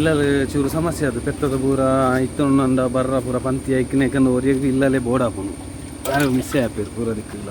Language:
Tulu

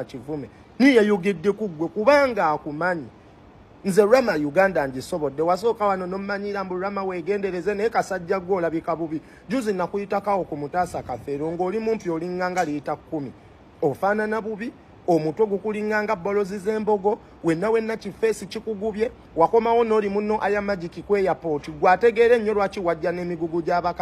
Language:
Ganda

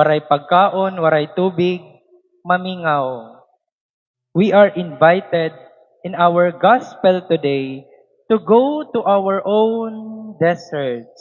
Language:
Waray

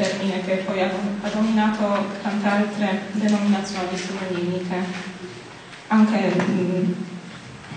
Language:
Italian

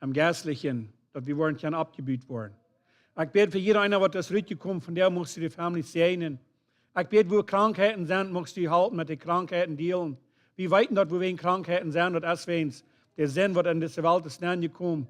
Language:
Plautdietsch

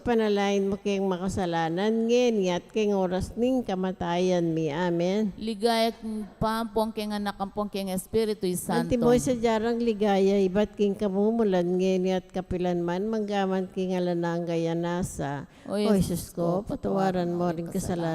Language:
Pampanga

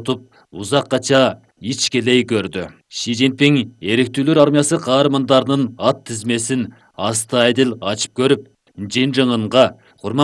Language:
Kyrgyz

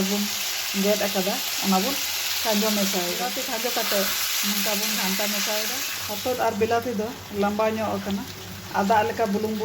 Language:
Santali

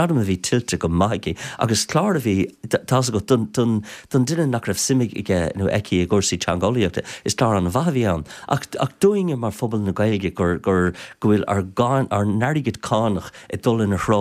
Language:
Irish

